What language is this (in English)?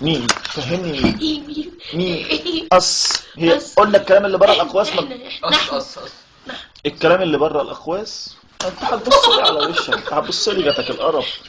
Egyptian Arabic